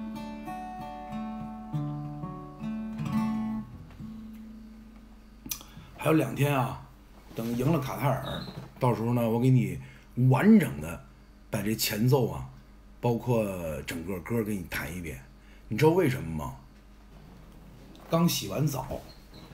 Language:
Chinese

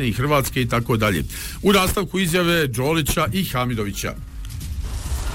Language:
Bosnian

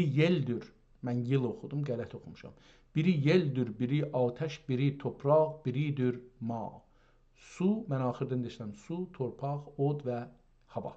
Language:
South Azerbaijani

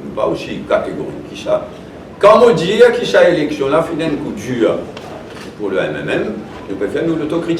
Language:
Morisyen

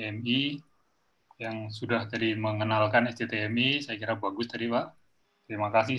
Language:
Indonesian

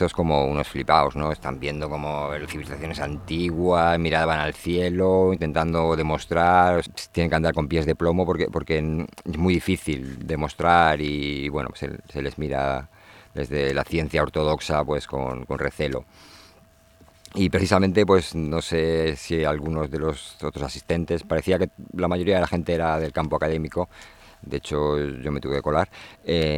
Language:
Spanish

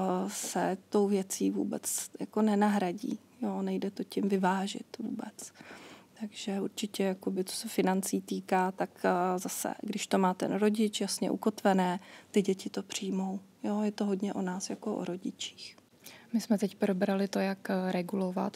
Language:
Czech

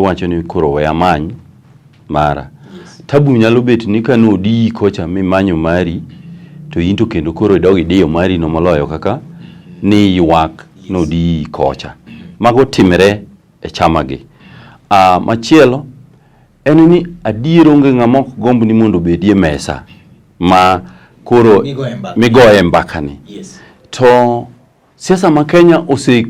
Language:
Luo (Kenya and Tanzania)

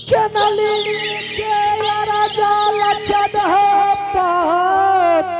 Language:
Angika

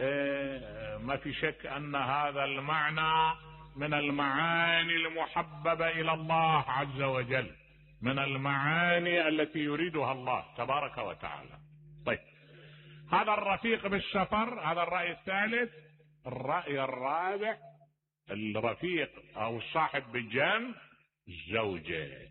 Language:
Mesopotamian Arabic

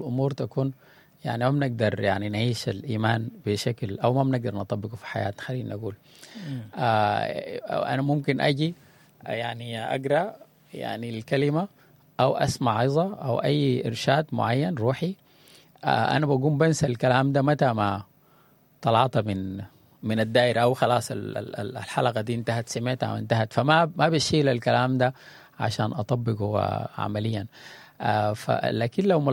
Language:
Sudanese Arabic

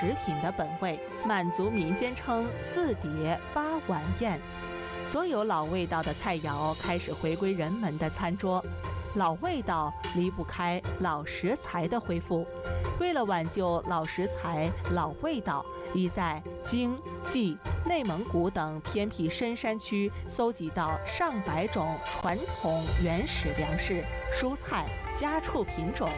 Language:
Chinese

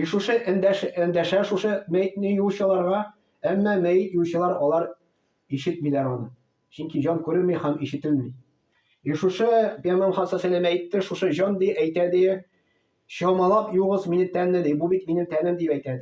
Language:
Tatar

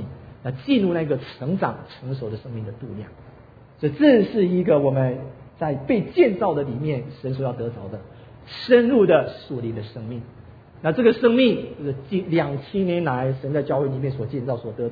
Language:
Chinese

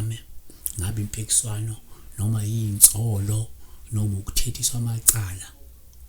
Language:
Zulu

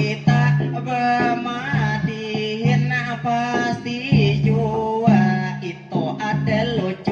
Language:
Banjar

